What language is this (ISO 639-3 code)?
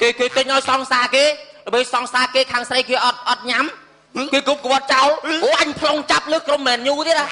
khm